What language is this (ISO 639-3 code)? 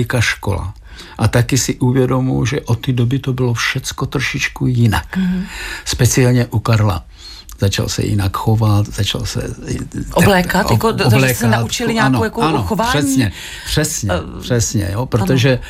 ces